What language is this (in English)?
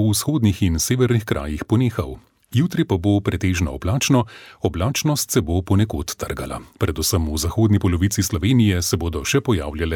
Slovenian